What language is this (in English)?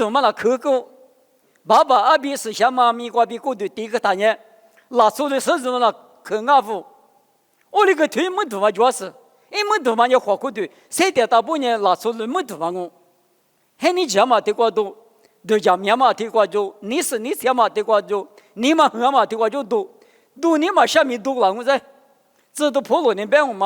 Lisu